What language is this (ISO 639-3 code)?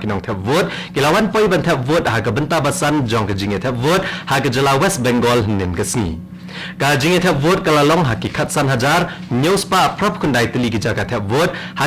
kha